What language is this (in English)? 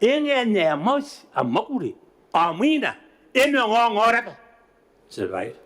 Gilbertese